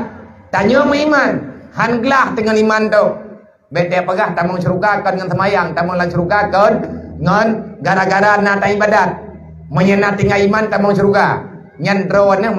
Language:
Achinese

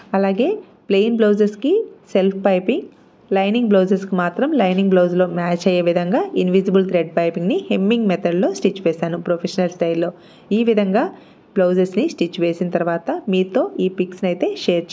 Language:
Telugu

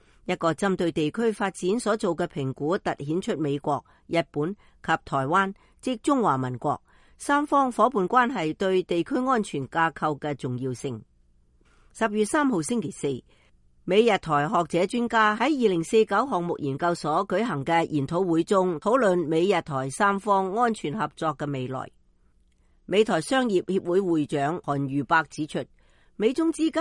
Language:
Cantonese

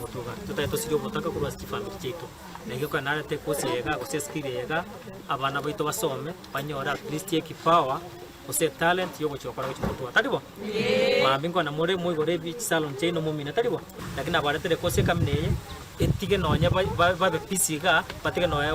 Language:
Gusii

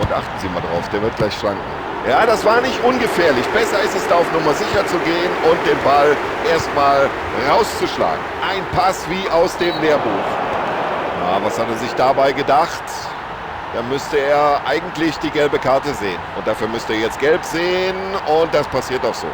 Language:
Bavarian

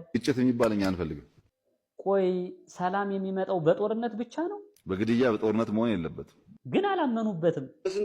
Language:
Amharic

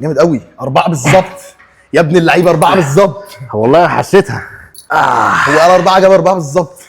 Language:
Egyptian Arabic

